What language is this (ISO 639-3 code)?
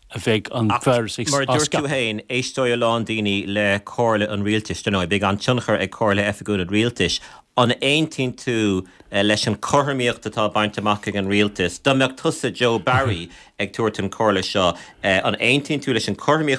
gle